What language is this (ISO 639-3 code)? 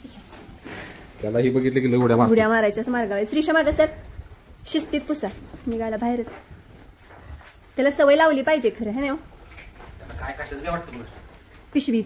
mar